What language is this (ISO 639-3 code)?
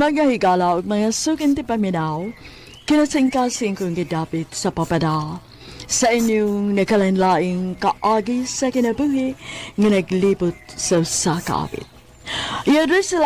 ceb